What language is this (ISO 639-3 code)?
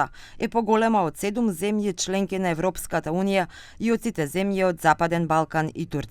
mkd